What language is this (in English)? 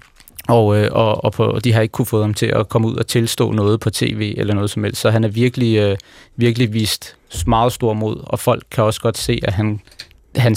Danish